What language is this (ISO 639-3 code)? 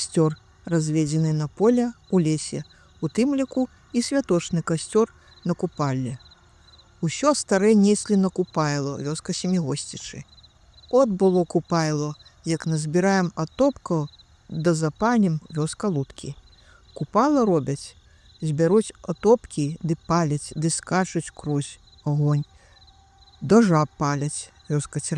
bel